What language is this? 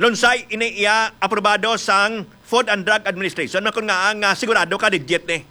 Hiligaynon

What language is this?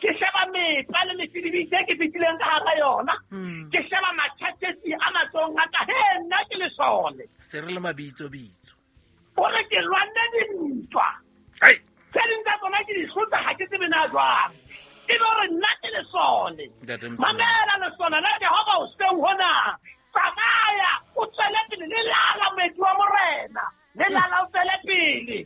Southern Sotho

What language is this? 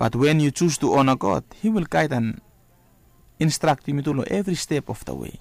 Bislama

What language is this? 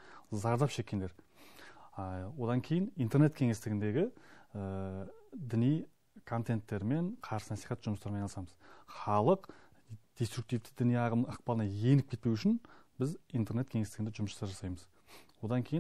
Kazakh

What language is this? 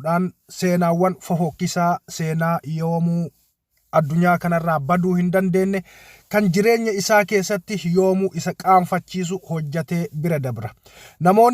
Oromo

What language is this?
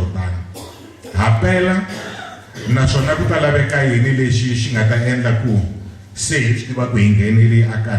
Tsonga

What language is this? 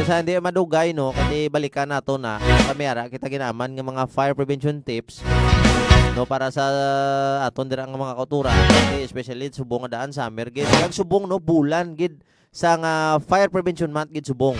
Hiligaynon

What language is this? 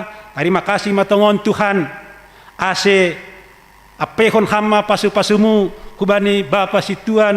Batak Simalungun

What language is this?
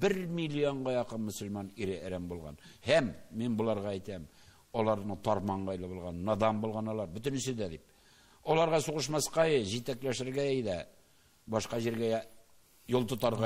Tatar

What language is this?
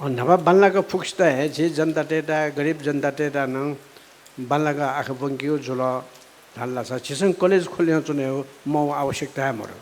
Newari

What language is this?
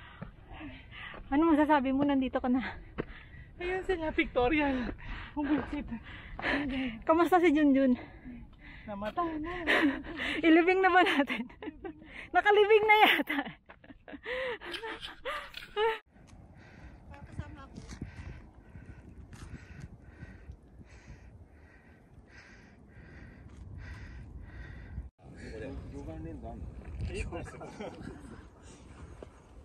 Filipino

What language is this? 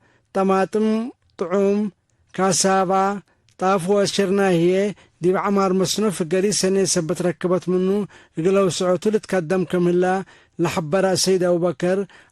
Tigre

